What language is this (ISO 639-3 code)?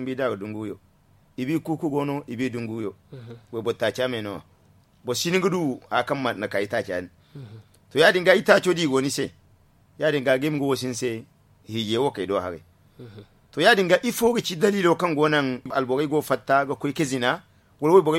dje